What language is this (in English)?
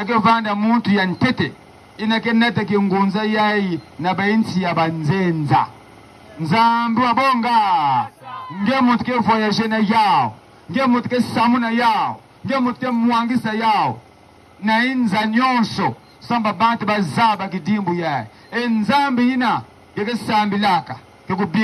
Kituba (Democratic Republic of Congo)